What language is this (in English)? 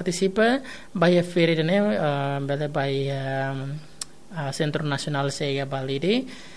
Tetum